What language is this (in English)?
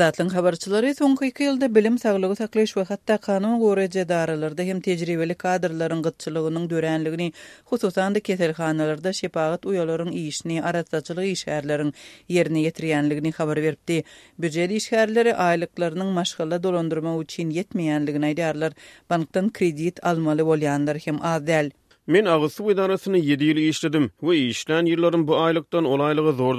Turkmen